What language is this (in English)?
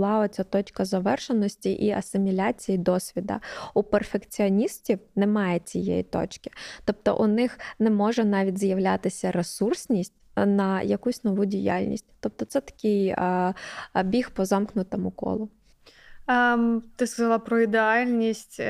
Ukrainian